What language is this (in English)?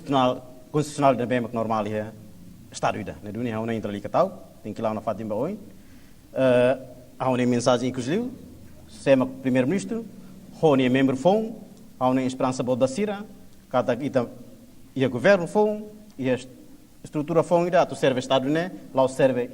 Tetum